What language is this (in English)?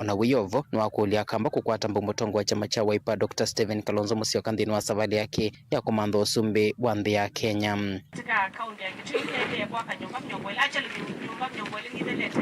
Kamba